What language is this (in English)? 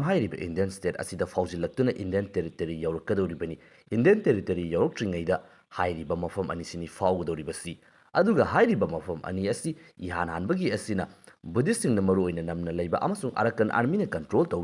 Manipuri